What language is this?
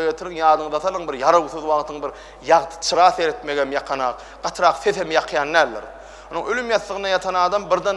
Turkmen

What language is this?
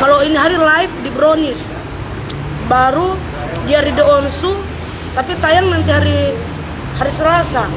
Manado Malay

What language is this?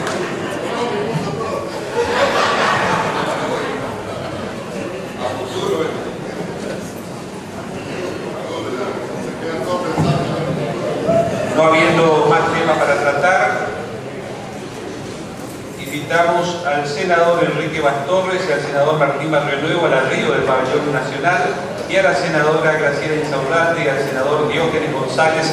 Spanish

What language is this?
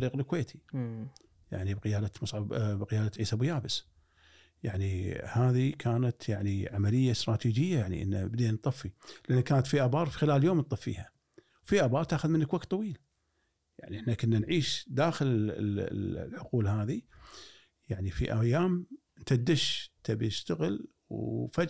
Gulf Arabic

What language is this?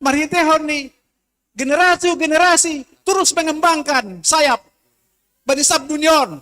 Batak Simalungun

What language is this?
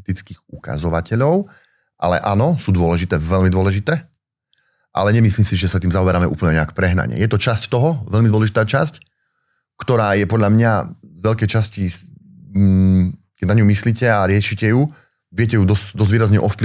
Slovak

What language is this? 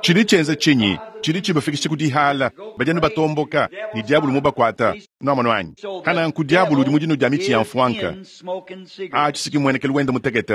Luba-Lulua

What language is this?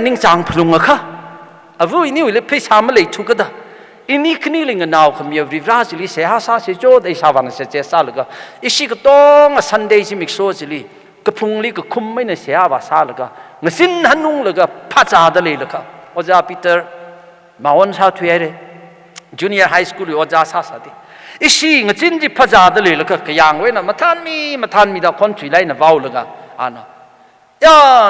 Tangkhul Naga (India)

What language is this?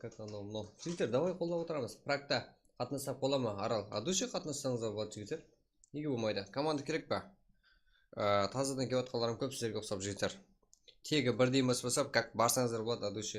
Kara-Kalpak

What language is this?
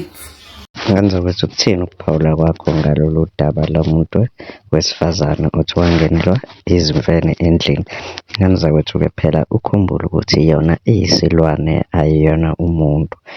Zulu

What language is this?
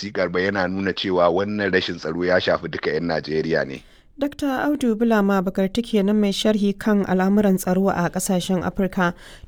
Hausa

